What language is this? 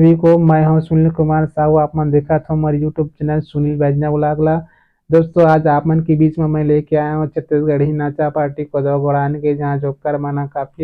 Chhattisgarhi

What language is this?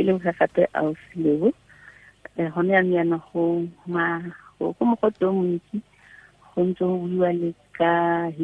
Tswana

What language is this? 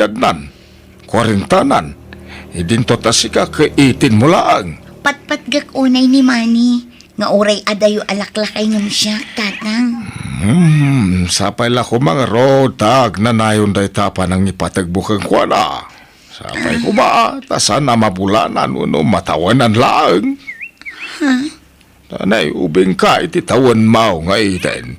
Iloko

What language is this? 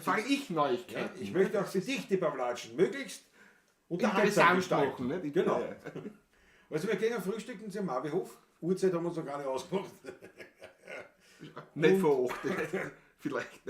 Bavarian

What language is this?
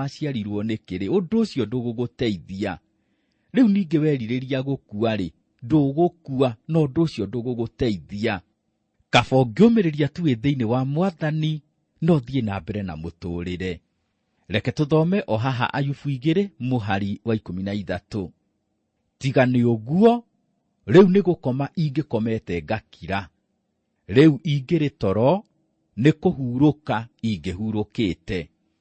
Kikuyu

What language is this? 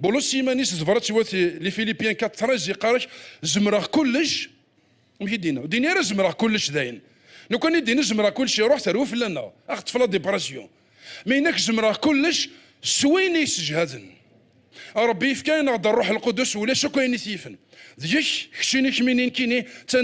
Kabyle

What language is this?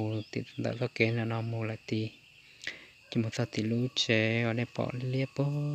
Hmong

